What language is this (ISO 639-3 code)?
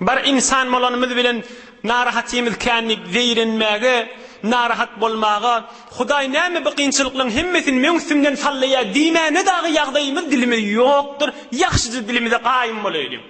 tuk